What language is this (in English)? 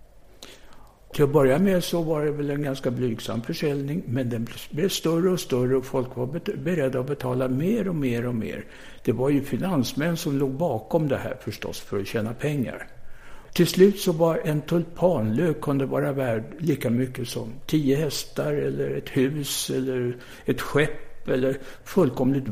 Swedish